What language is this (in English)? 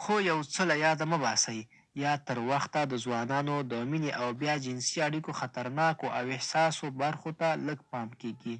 Pashto